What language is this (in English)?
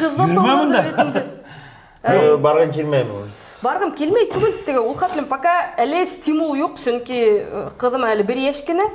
Bashkir